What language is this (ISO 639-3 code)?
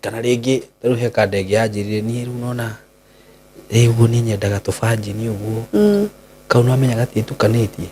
kik